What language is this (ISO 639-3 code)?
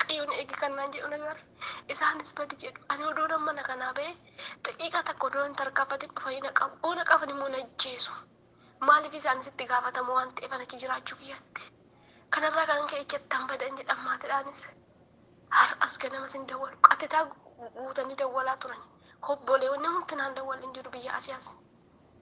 orm